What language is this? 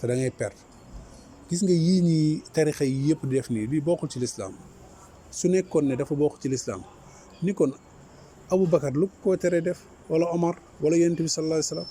Wolof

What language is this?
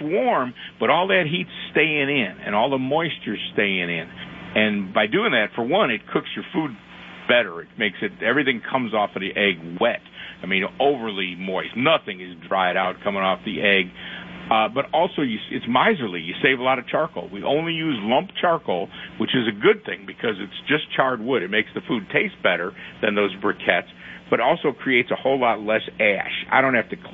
English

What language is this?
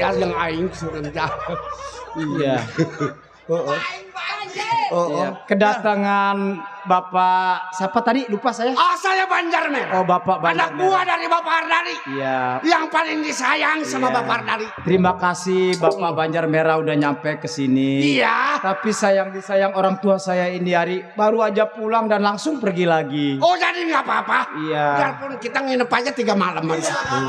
Betawi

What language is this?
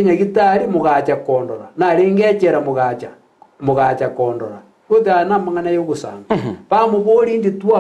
Gusii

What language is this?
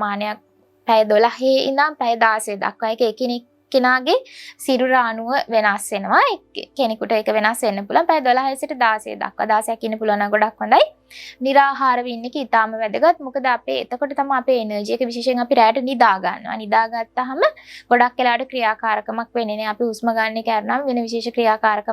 Sinhala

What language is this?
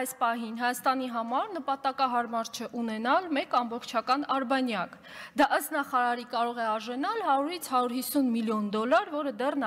Armenian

